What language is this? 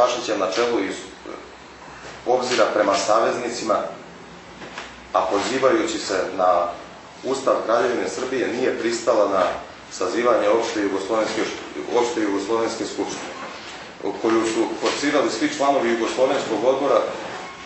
Serbian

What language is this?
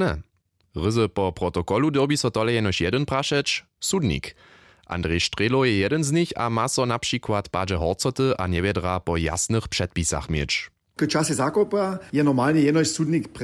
Upper Sorbian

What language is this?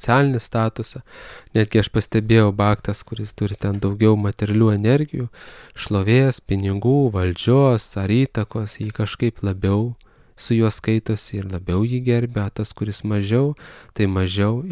Lithuanian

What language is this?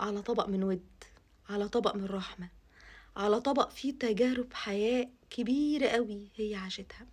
Egyptian Arabic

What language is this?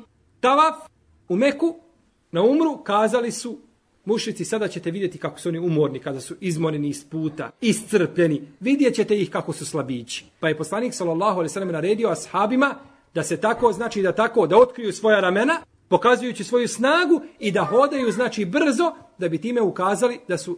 Bosnian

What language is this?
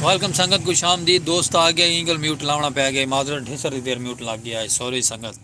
Saraiki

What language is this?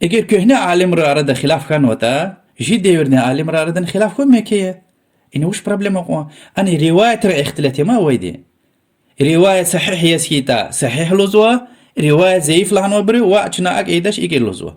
Lezghian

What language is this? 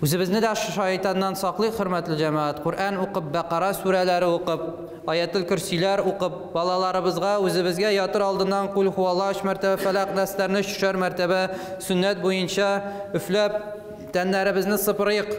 Tatar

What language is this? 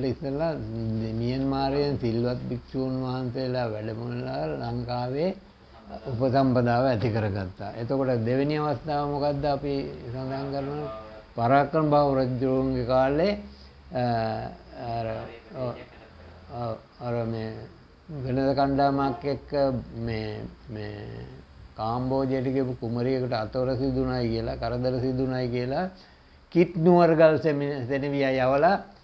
Sinhala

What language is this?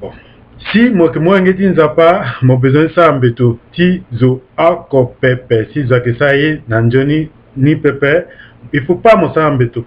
Sango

